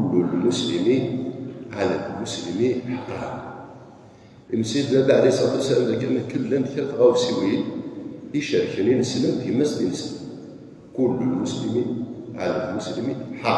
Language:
Kabyle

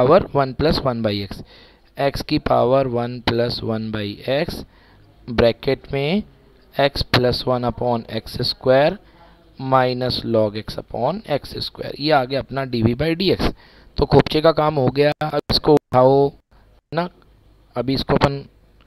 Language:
Hindi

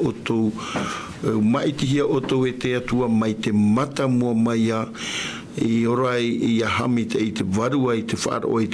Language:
Tahitian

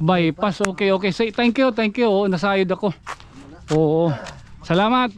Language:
Waray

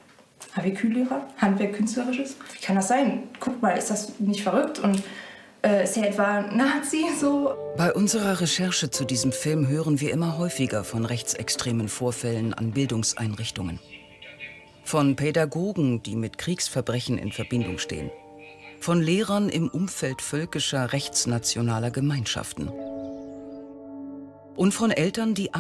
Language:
German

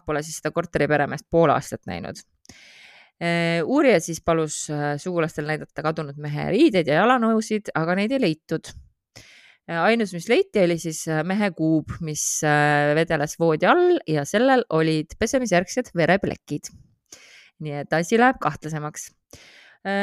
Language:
Estonian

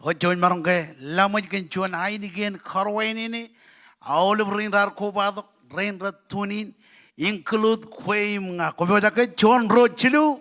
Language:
Marshallese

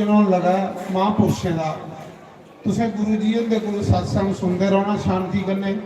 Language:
Dogri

